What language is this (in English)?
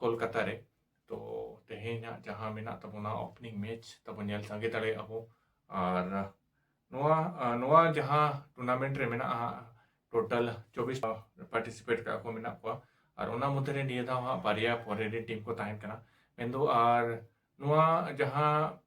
Santali